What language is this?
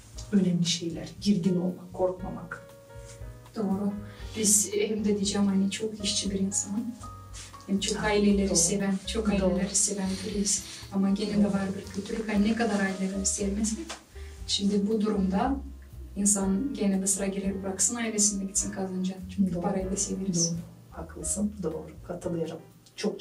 Gagauz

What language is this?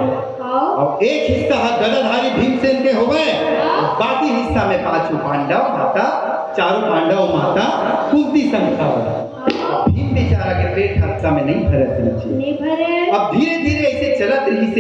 Chhattisgarhi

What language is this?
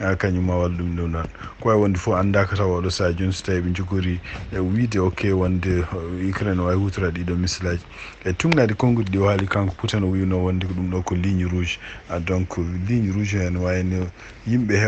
Fula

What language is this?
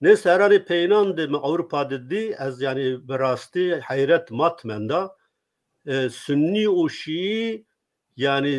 Zaza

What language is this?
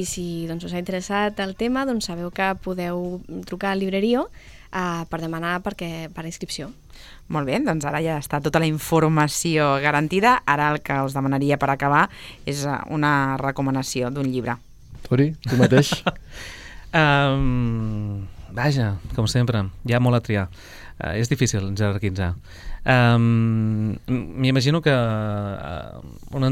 Catalan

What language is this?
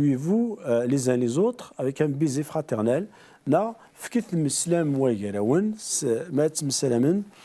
Kabyle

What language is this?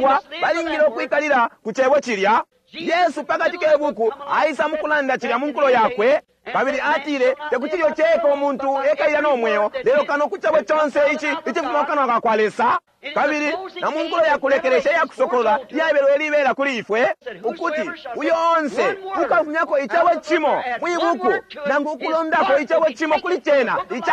Bemba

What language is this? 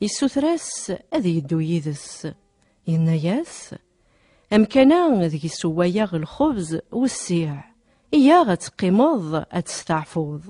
Kabyle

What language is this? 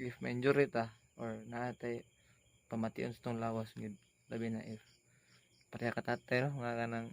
Cebuano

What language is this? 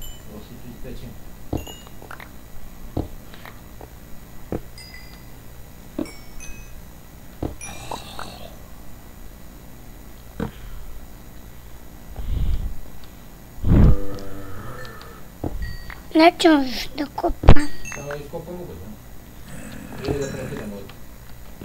Serbian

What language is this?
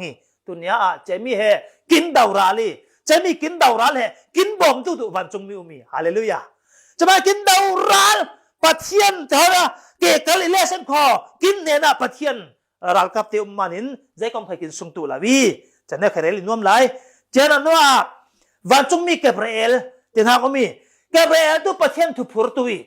Falam Chin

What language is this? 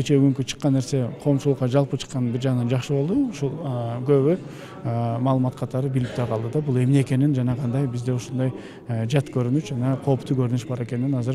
Kyrgyz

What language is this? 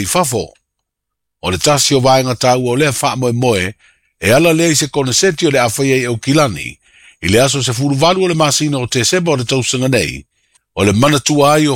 Samoan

